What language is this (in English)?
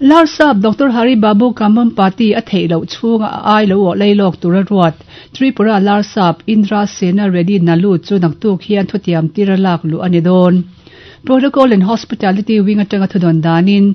Mizo